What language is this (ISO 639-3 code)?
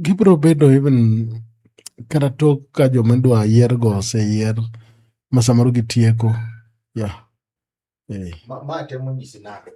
luo